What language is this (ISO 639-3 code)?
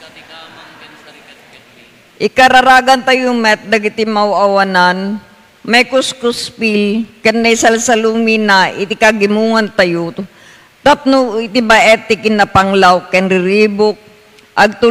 ilo